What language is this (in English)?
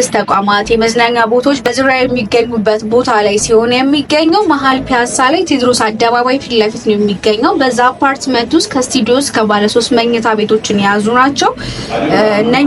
Amharic